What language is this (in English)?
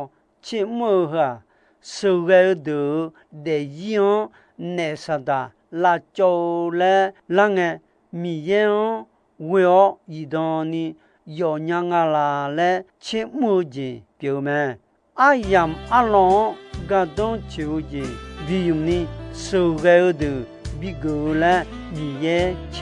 Akha